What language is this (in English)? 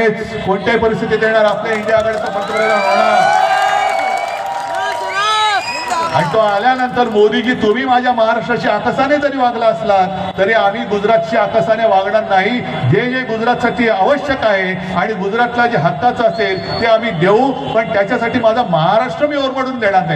Marathi